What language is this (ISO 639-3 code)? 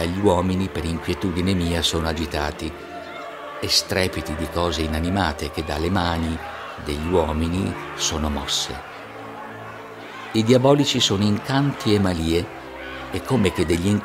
ita